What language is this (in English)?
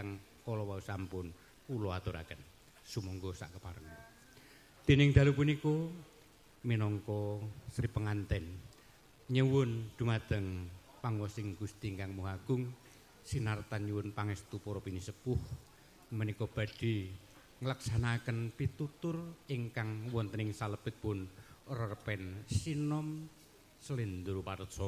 Javanese